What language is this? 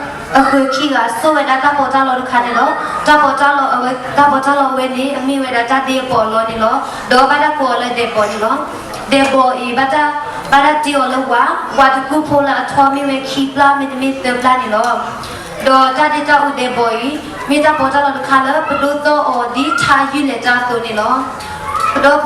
S'gaw Karen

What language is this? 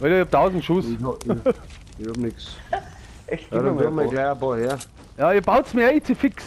Bavarian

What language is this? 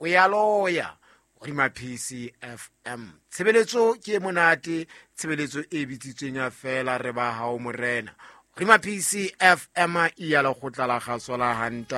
Southern Sotho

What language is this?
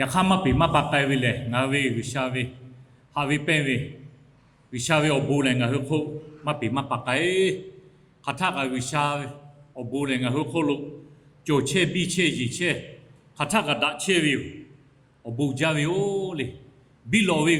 Lahu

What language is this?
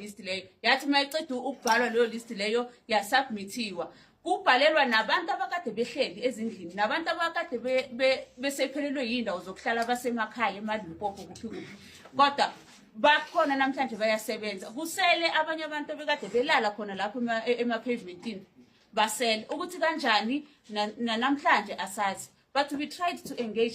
Zulu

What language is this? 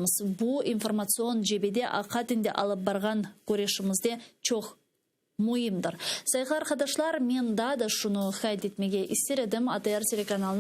Crimean Tatar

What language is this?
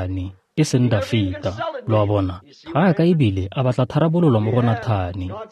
Tswana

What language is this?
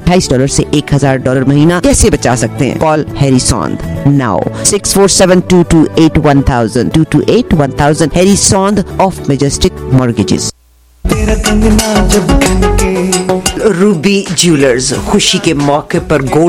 Hindi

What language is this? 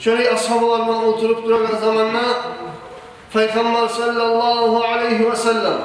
Kumyk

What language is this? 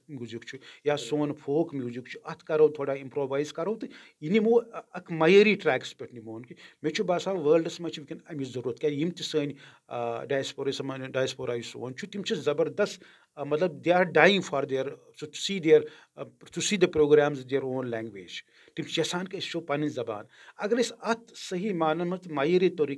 Kashmiri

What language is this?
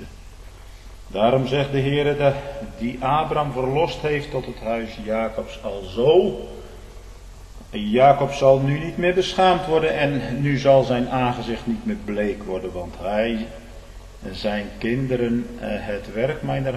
Dutch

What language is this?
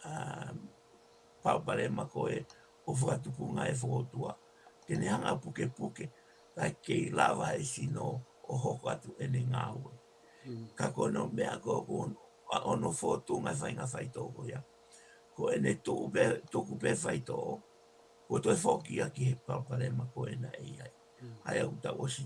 Tongan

